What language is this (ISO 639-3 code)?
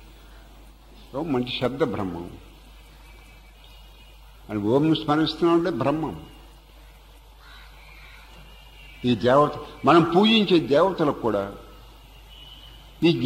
tel